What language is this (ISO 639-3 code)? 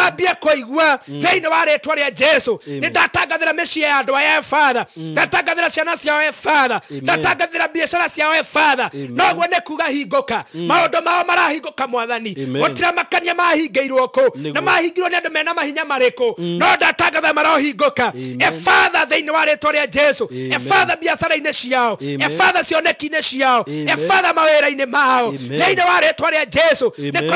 kik